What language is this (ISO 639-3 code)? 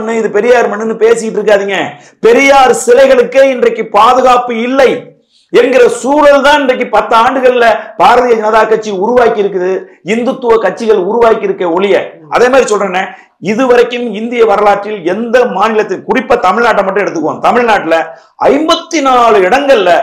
tam